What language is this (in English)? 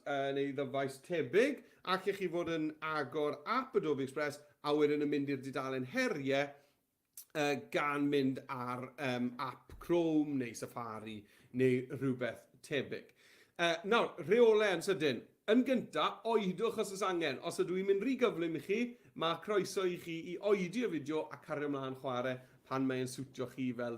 Welsh